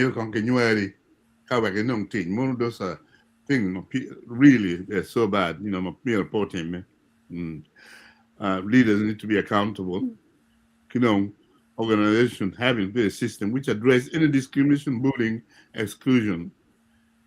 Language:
Acoli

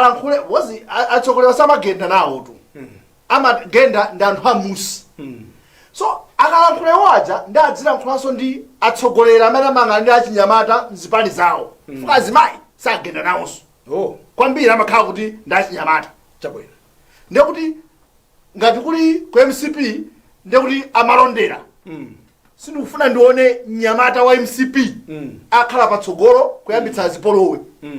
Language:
Nyanja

